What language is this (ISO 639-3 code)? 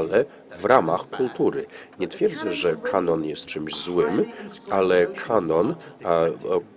pol